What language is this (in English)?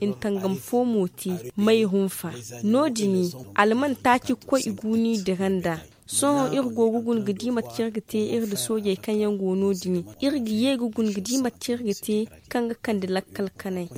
Zarma